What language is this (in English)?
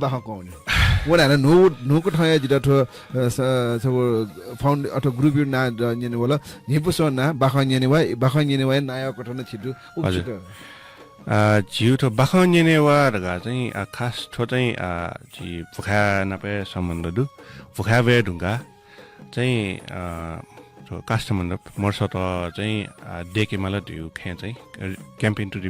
Newari